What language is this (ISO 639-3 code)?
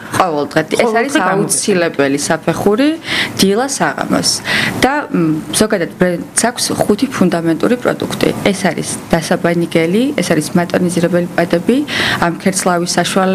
kat